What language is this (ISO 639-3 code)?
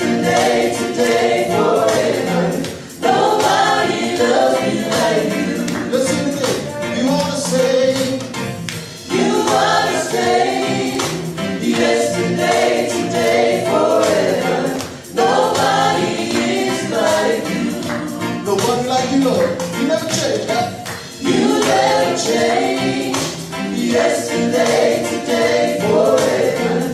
ton